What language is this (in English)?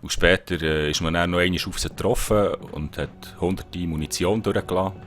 Swiss German